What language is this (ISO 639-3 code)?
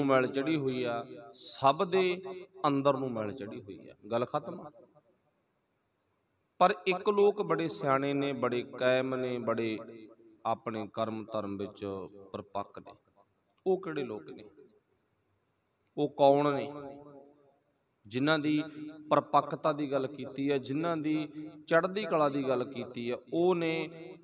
pan